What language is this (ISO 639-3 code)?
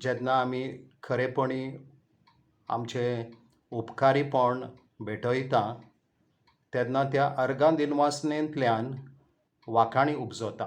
kok